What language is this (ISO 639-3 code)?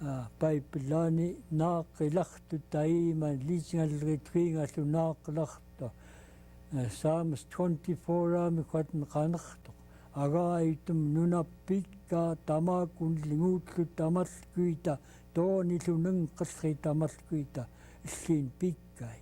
esu